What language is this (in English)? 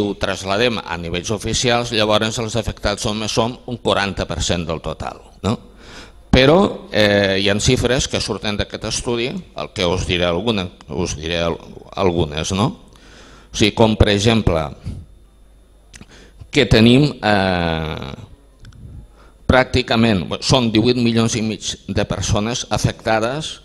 Catalan